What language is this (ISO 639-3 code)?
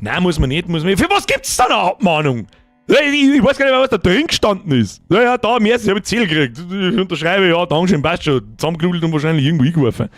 bar